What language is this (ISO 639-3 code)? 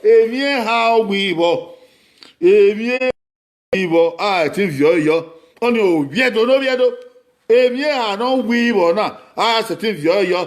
bin